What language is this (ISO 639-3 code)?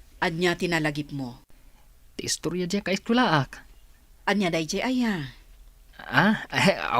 ilo